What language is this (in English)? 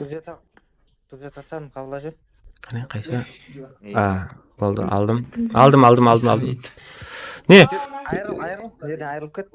Kara-Kalpak